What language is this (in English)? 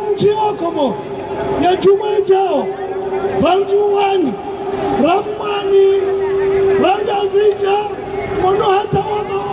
Ngazidja Comorian